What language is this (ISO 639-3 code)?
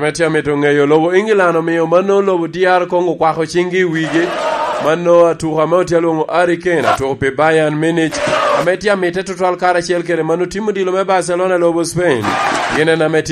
laj